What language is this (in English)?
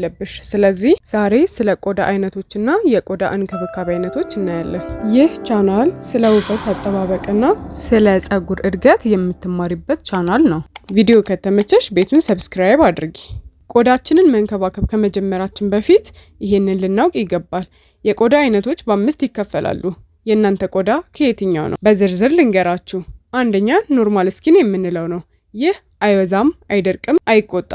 Amharic